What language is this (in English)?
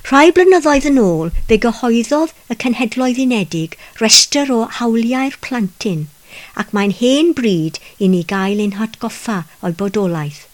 Welsh